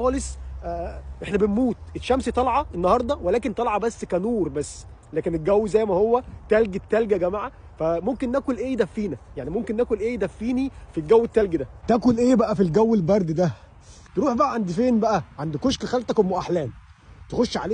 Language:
Egyptian Arabic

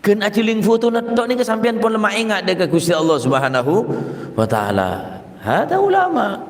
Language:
Madurese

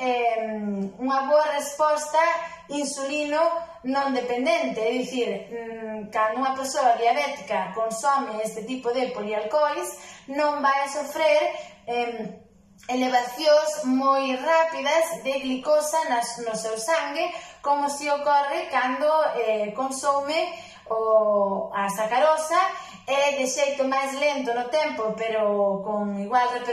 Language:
Galician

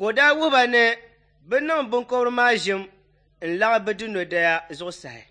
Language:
Dagbani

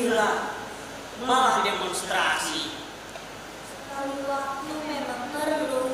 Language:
Banjar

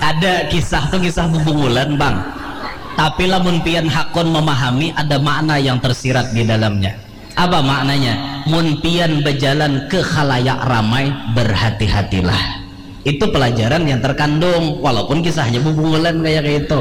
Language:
Banjar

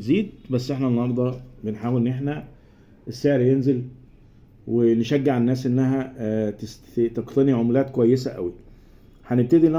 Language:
Egyptian Arabic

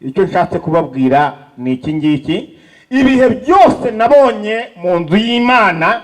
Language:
Kinyarwanda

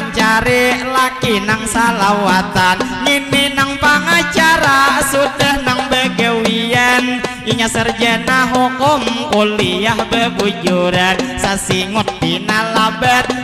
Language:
Banjar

